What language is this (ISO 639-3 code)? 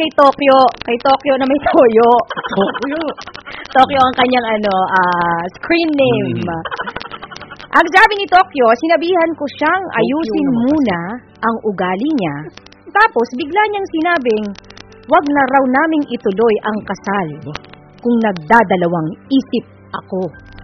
fil